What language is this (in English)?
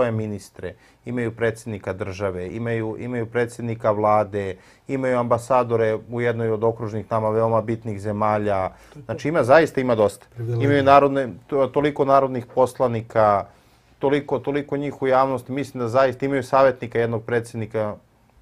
Serbian